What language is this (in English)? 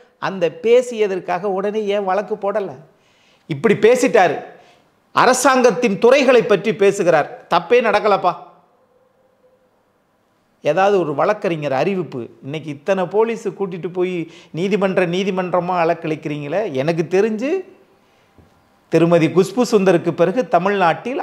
Tamil